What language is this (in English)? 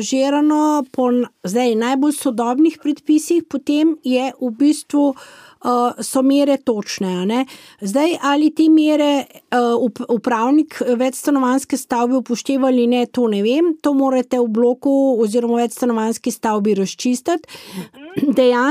Slovenian